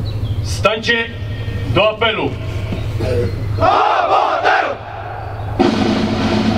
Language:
Polish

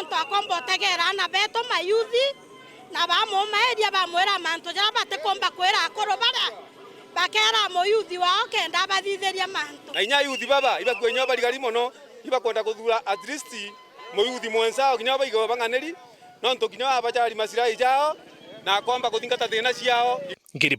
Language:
Meru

